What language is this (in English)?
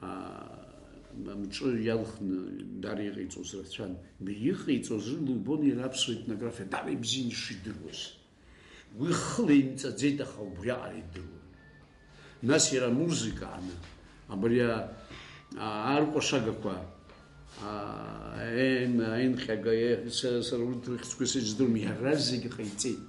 Abkhazian